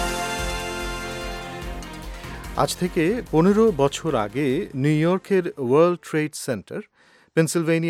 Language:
Bangla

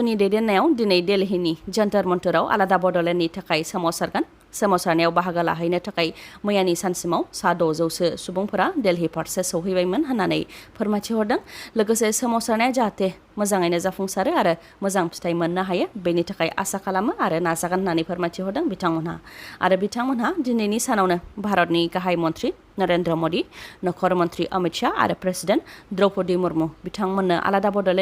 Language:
Bodo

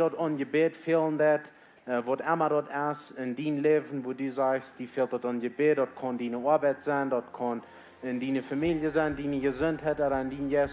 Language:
Plautdietsch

